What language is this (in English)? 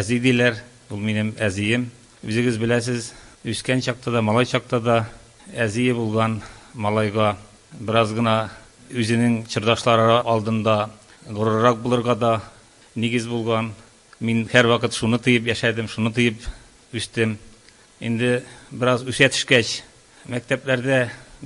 Tatar